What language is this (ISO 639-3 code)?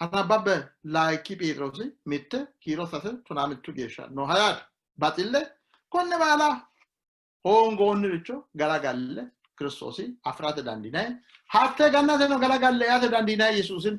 sid